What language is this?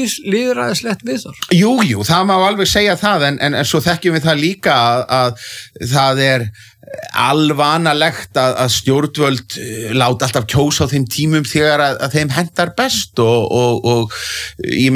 Icelandic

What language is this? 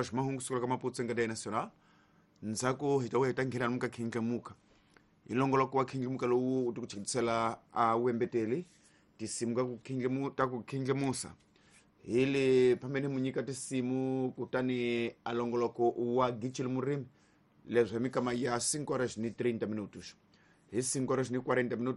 Tsonga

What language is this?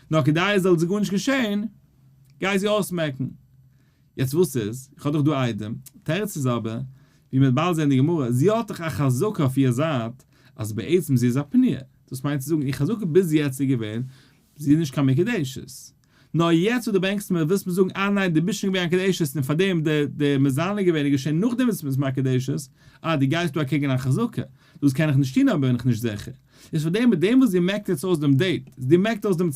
Yiddish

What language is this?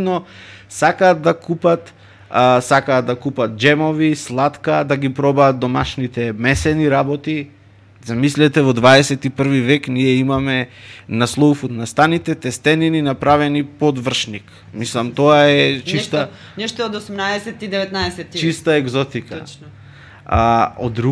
Macedonian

